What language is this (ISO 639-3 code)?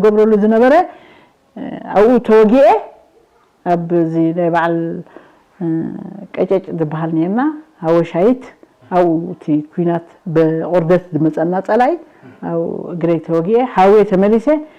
tir